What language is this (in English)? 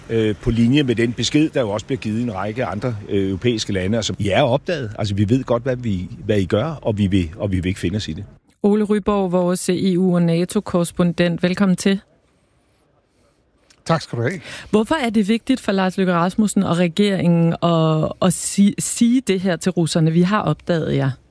Danish